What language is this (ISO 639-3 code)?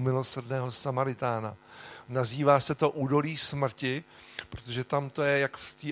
ces